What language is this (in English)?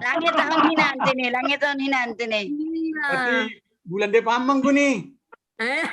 Batak Simalungun